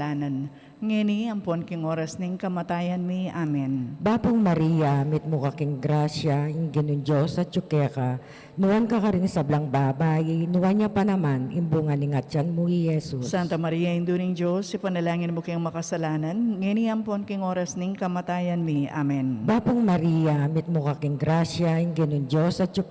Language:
Pampanga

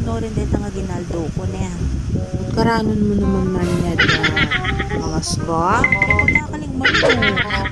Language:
Pampanga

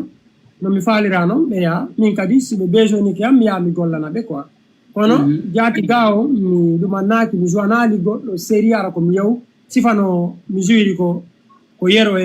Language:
Fula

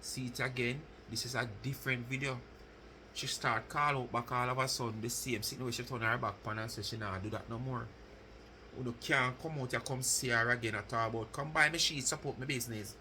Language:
Jamaican Creole English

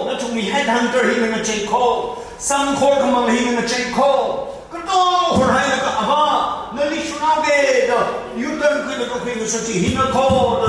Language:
Tangkhul Naga (India)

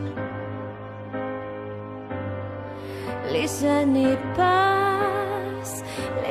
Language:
French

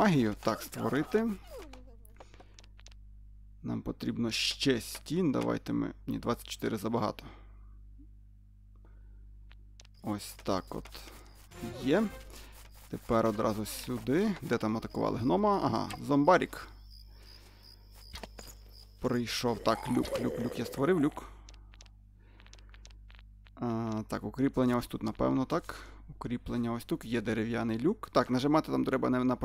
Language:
Ukrainian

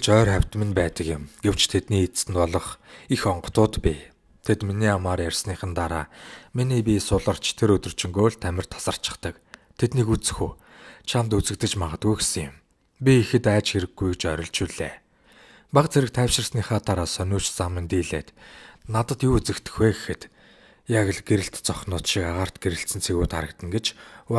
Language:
Mongolian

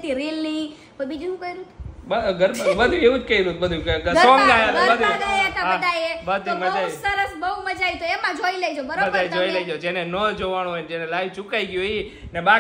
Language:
Gujarati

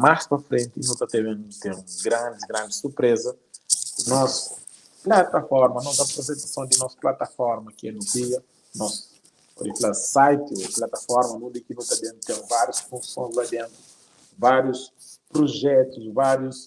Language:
Kabuverdianu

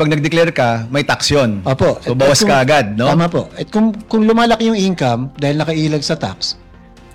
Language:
Filipino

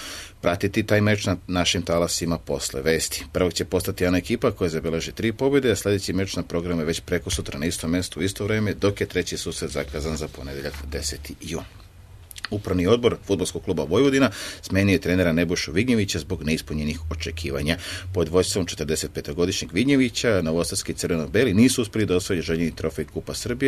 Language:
Serbian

